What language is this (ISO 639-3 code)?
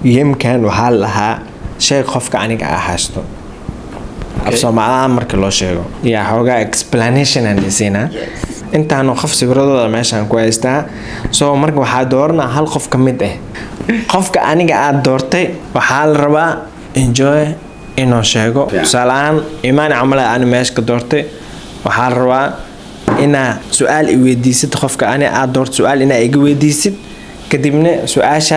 som